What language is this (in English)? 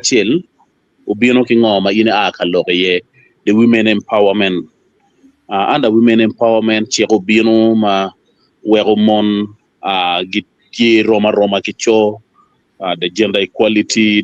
Acoli